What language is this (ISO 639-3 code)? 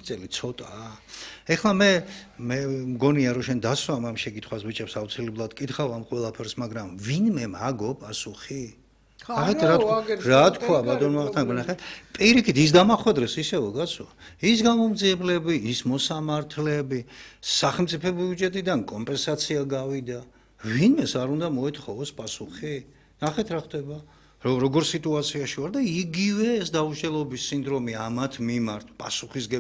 kat